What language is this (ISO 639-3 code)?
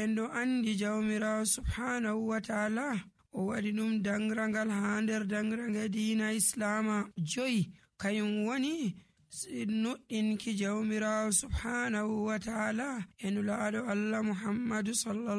fuv